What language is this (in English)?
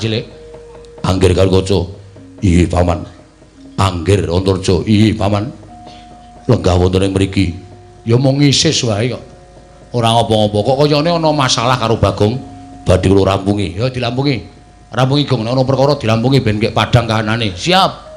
Javanese